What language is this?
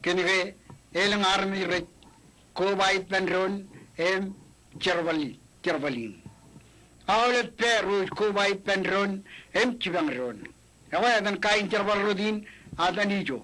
Marshallese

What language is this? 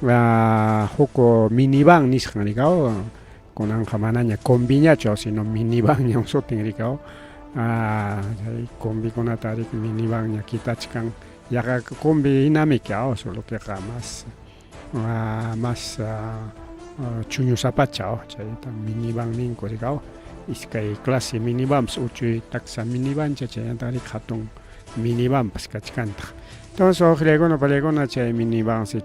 Ayacucho Quechua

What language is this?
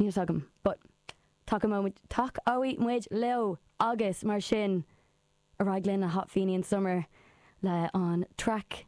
Irish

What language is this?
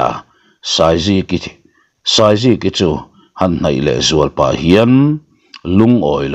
Mizo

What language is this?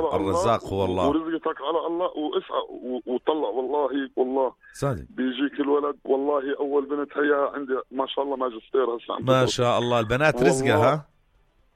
North Levantine Arabic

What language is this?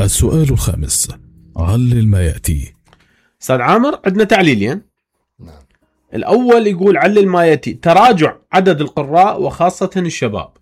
Mesopotamian Arabic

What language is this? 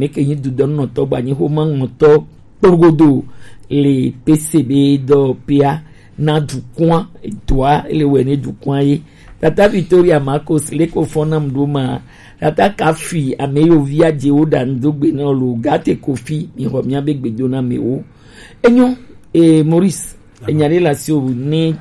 Gen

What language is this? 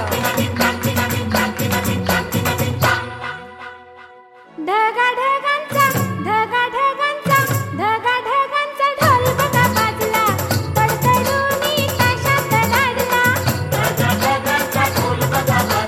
Marathi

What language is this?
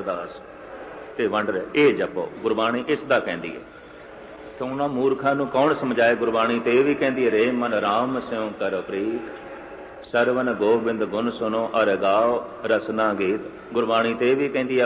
Punjabi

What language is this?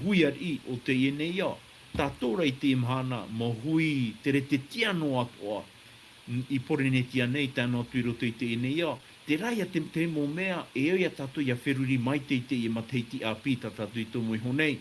Tahitian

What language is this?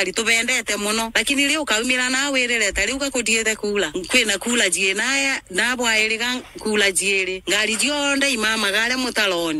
Meru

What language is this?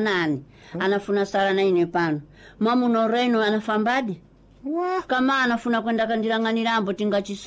Sena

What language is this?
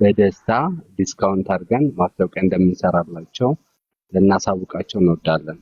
Amharic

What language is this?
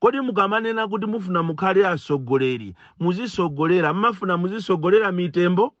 Nyanja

